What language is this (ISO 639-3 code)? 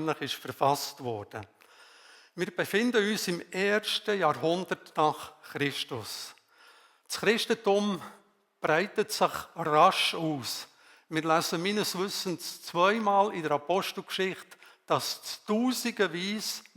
gsw